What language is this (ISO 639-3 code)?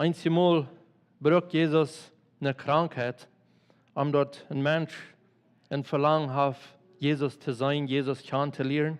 pdt